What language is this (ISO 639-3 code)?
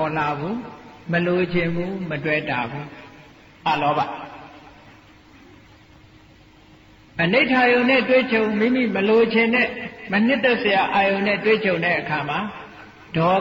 mya